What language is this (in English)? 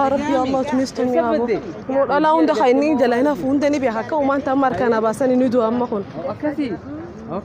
Oromo